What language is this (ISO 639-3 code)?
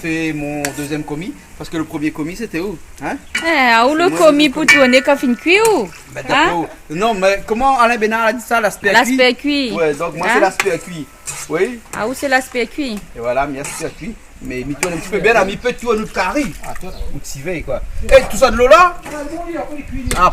rcf